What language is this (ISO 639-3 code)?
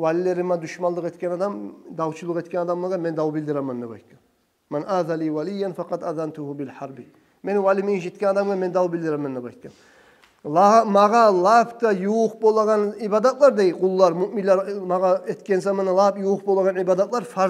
kum